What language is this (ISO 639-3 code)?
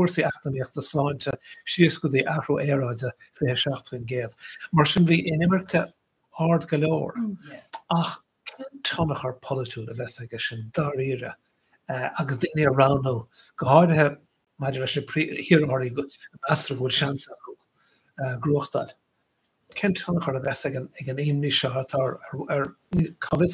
gle